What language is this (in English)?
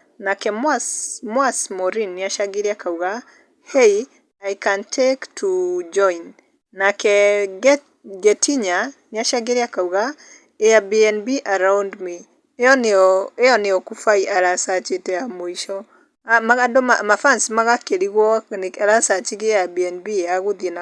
Kikuyu